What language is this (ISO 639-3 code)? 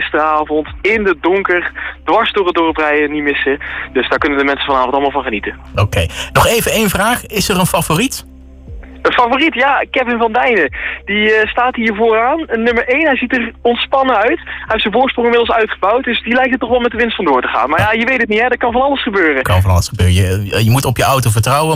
nld